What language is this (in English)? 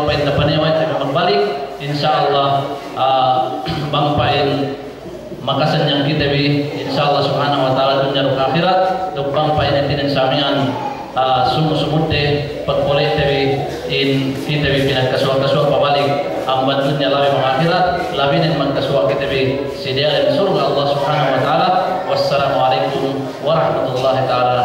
Yakan